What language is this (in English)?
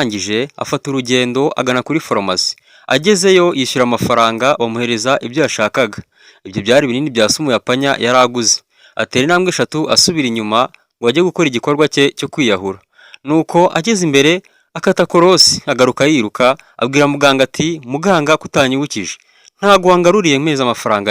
Kinyarwanda